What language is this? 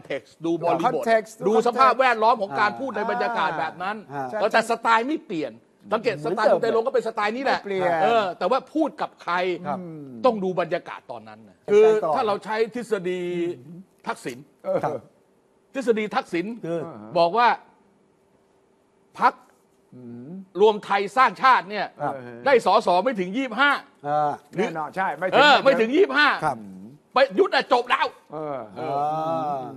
Thai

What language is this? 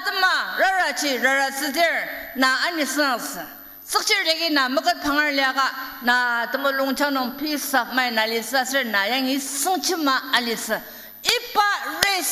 Ao Naga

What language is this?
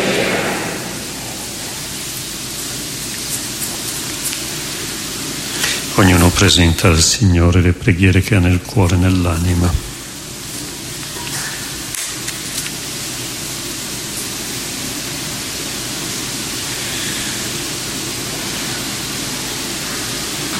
Italian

